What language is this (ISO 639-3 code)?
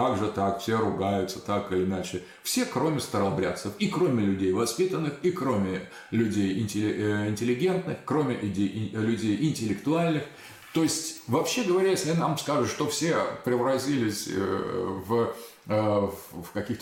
rus